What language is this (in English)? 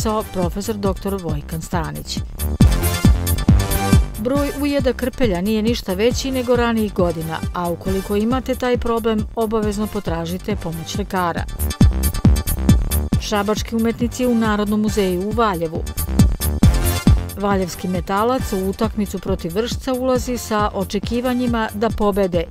Serbian